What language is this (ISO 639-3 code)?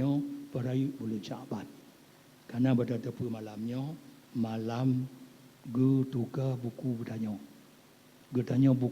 ace